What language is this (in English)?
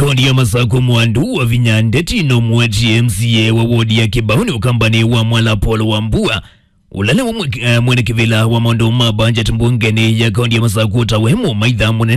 Kamba